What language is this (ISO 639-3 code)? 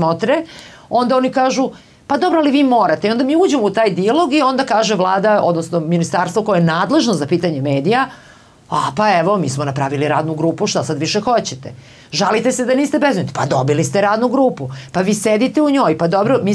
srp